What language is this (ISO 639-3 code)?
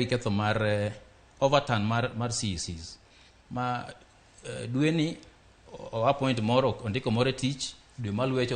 luo